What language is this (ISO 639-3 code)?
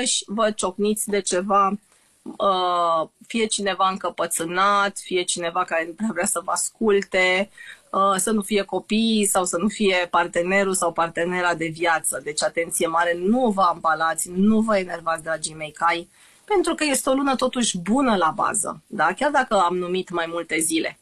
ron